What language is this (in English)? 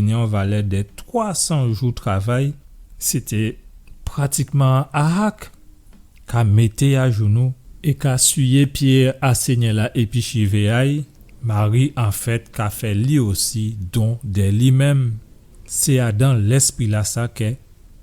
Guadeloupean Creole French